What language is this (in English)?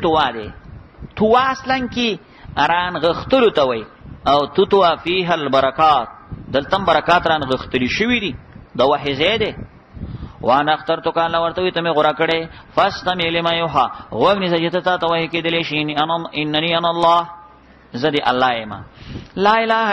Pashto